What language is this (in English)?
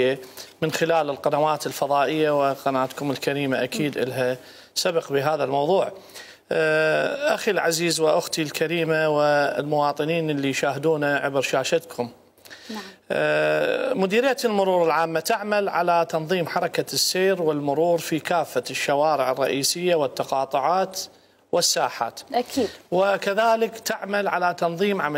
Mesopotamian Arabic